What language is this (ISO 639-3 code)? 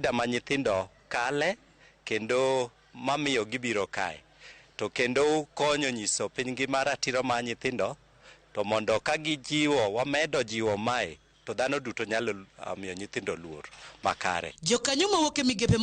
luo